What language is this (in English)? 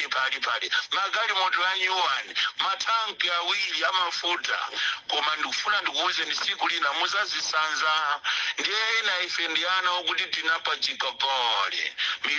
Nyanja